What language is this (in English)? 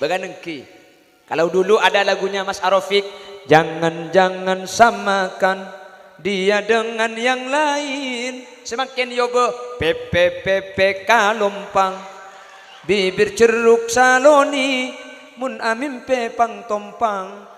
Madurese